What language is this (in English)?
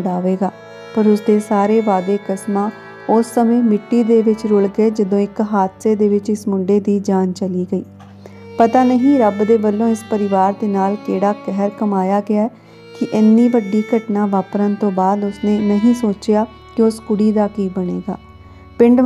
Punjabi